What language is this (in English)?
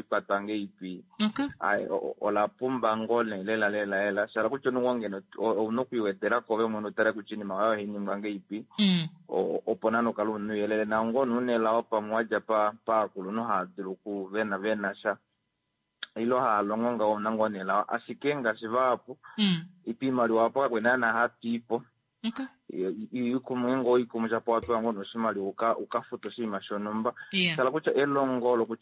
Kuanyama